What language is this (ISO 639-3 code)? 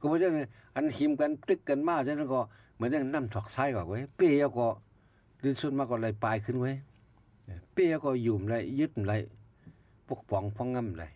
shn